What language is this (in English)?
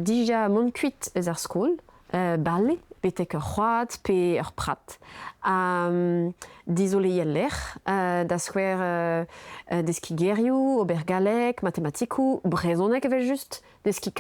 Breton